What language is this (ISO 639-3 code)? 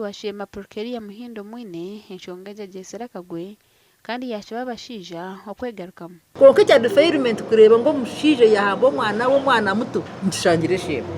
nyn